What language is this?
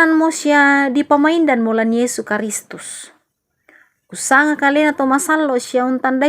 Toraja-Sa'dan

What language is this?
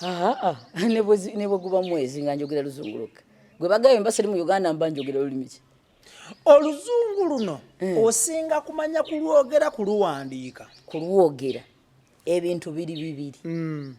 Ganda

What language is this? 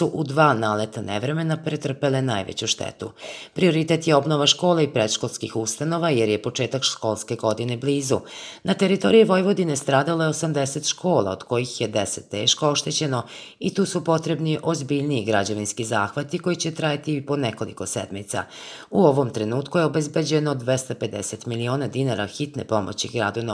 Serbian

